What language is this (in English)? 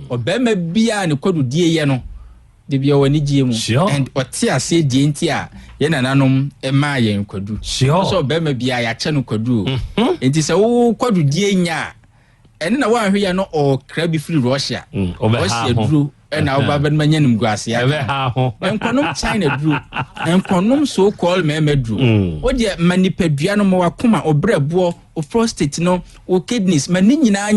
Akan